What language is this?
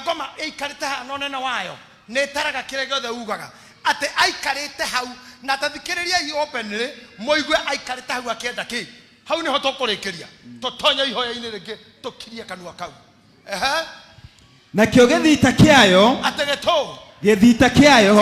Kikuyu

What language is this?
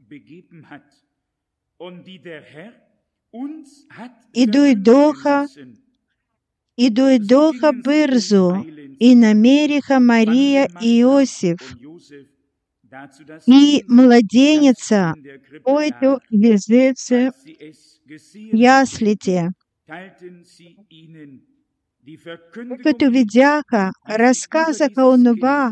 Bulgarian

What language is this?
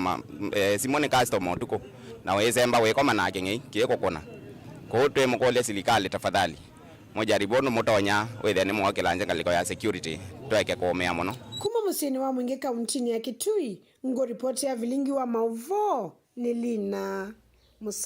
Kamba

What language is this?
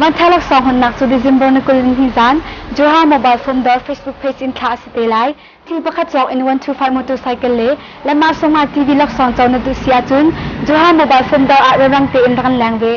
Hakha Chin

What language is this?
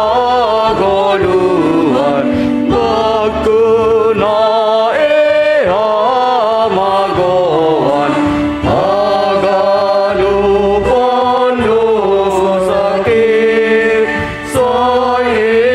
Batak Simalungun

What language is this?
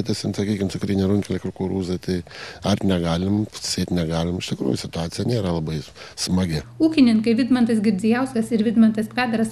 Lithuanian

